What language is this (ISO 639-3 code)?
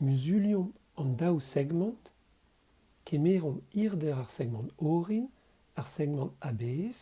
bre